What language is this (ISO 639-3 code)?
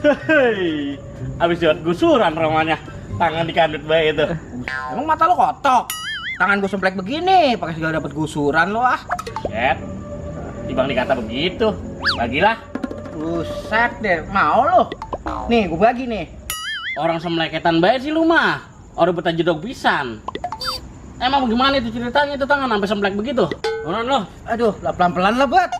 bew